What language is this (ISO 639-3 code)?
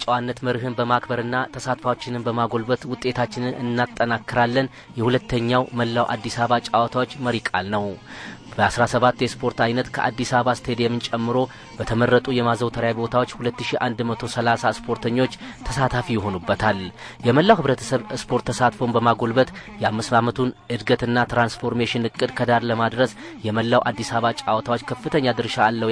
amh